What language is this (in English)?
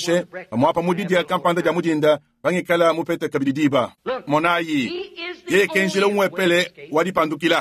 Luba-Lulua